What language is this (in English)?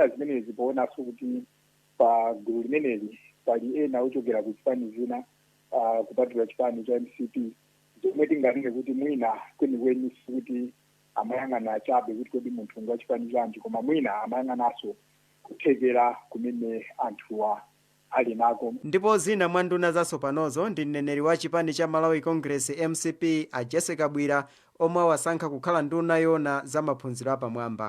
Nyanja